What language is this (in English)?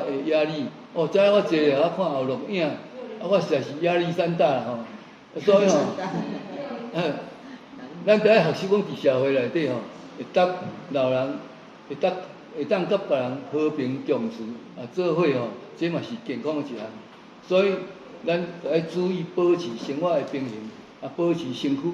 Min Nan Chinese